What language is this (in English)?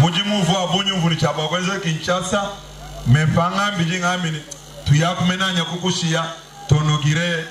Luba-Lulua